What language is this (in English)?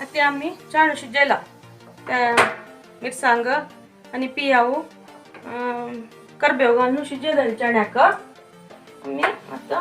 Konkani